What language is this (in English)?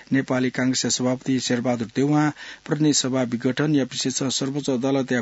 Newari